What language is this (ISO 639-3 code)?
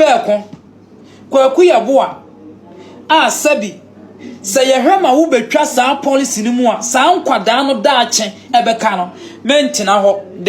aka